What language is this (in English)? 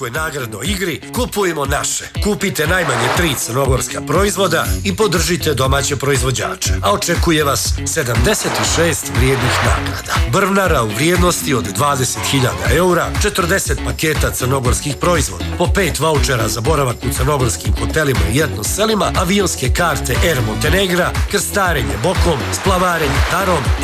Serbian